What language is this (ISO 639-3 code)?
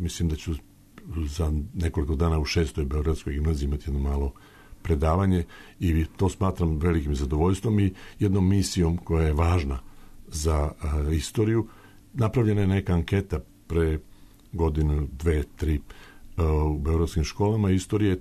srp